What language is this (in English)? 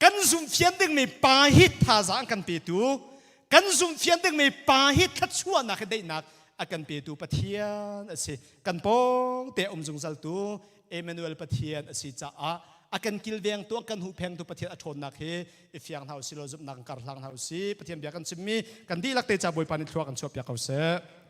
Hakha Chin